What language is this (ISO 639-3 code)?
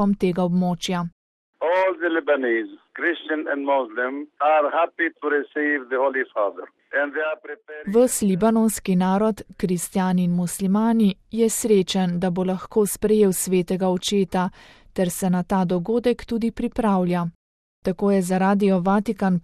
slv